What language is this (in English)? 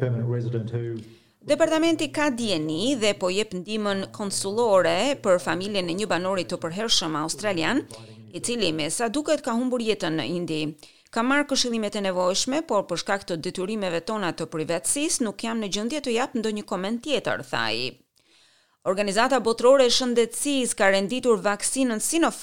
Albanian